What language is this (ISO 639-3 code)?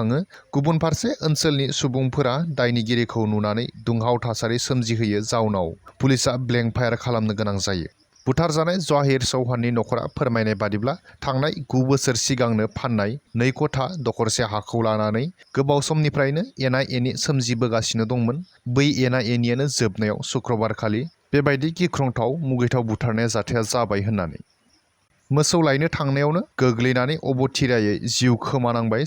brx